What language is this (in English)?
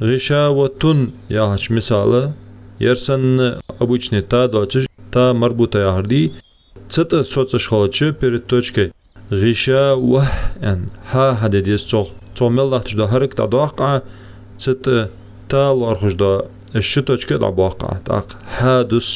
Ingush